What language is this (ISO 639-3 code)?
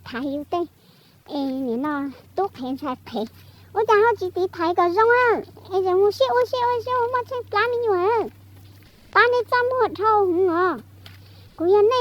hmn